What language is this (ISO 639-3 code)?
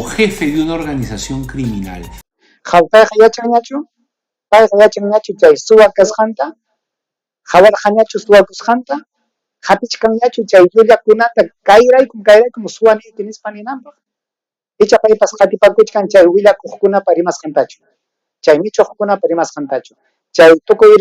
quy